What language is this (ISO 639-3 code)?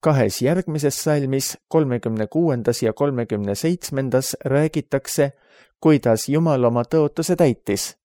est